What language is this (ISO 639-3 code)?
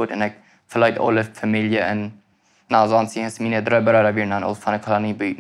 pdt